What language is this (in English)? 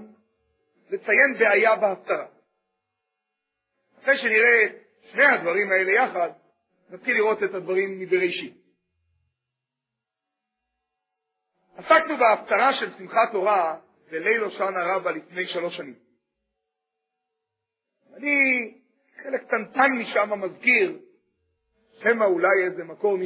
Hebrew